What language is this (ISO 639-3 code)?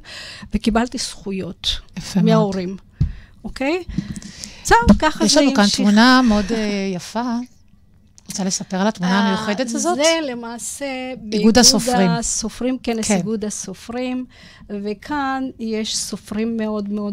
heb